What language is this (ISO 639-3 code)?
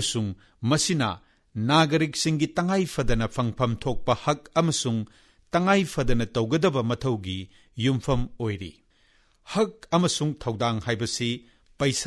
mni